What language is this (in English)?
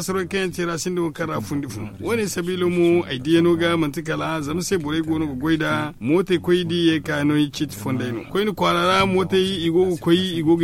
Zarma